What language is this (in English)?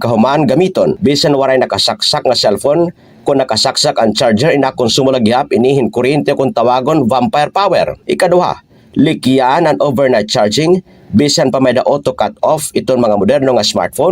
Waray